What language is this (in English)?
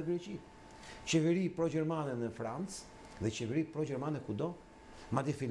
Albanian